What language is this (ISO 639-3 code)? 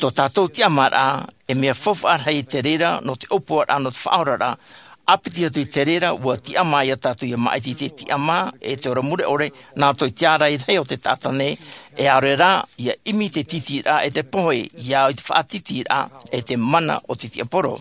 tah